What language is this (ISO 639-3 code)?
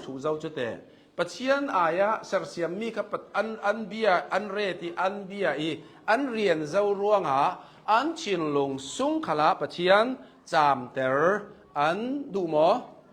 cnh